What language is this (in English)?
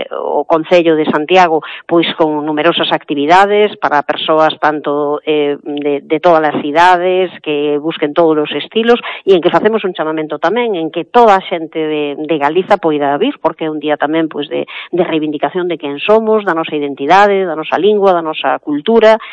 Galician